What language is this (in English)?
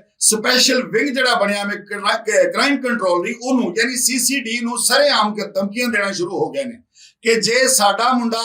Western Panjabi